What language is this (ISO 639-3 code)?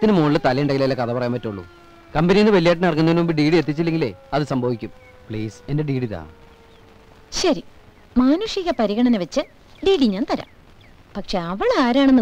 mal